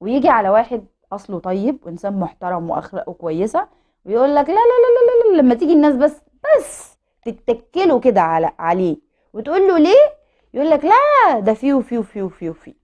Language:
Egyptian Arabic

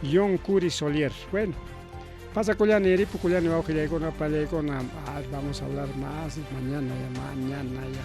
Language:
Ayacucho Quechua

